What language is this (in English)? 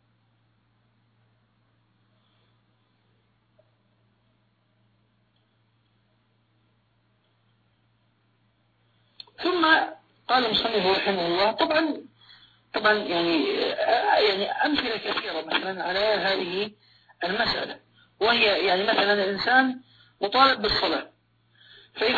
Arabic